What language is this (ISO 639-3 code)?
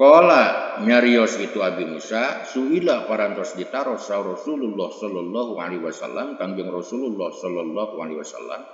sun